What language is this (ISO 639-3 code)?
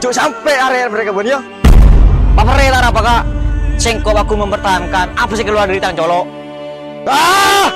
mad